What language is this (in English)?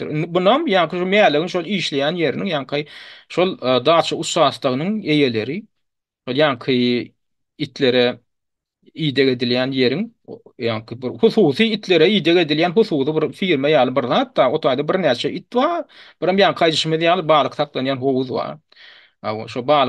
Turkmen